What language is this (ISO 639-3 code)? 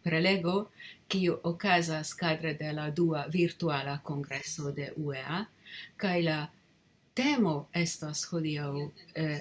epo